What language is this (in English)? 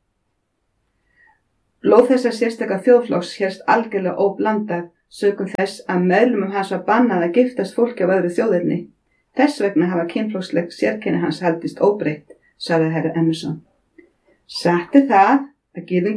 Icelandic